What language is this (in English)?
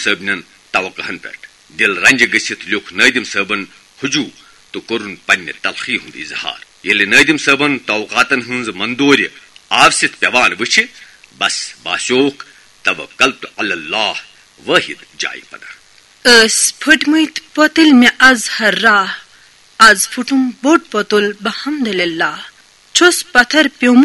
Kashmiri